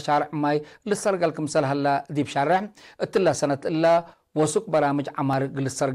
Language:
Tigre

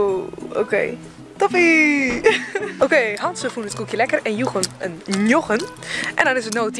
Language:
Western Frisian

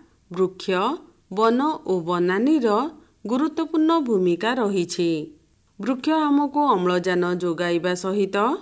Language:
Odia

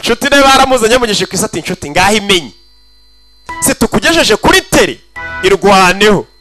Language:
Kinyarwanda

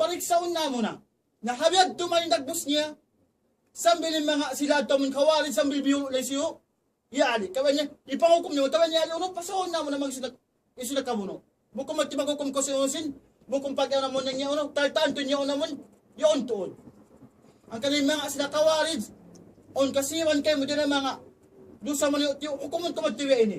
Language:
Tausug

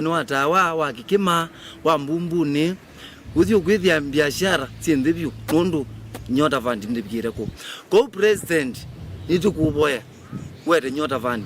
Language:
Kamba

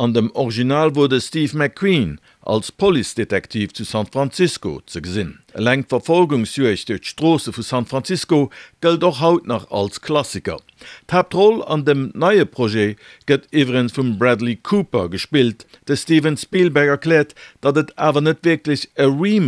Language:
Luxembourgish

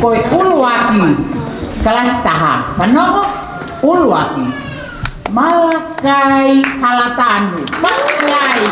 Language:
Tongan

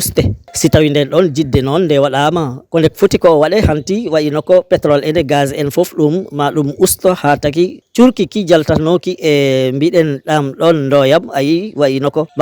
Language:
Fula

